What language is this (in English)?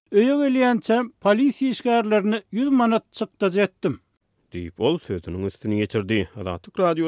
Turkmen